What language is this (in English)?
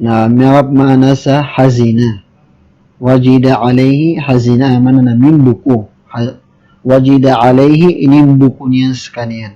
Maranao